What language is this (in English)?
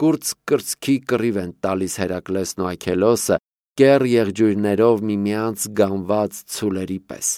Armenian